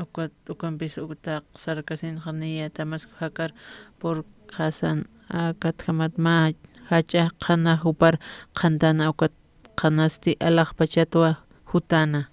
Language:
Aymara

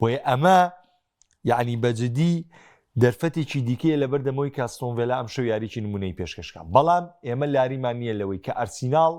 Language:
Central Kurdish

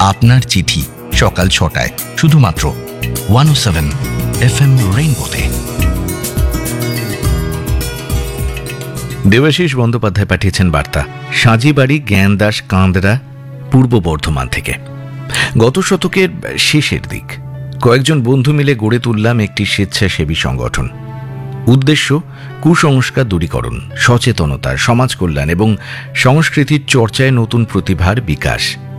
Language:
Bangla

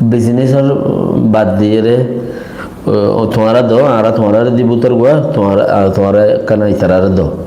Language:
Rohingya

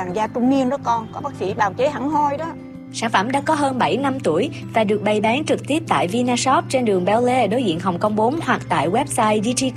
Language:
Vietnamese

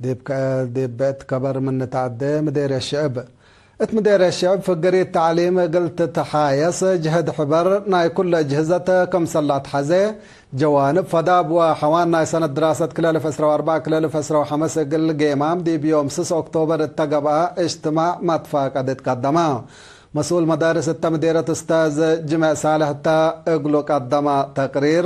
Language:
Tigre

